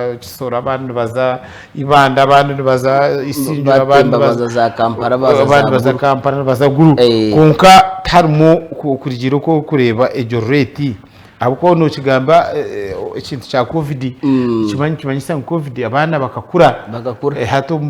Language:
Nyankole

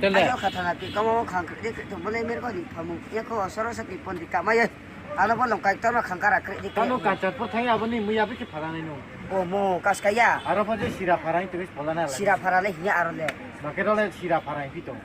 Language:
Riang (India)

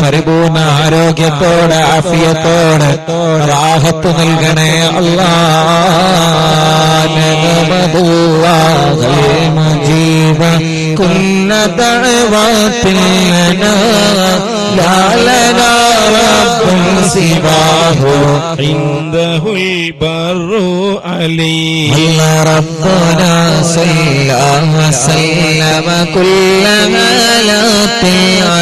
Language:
Malayalam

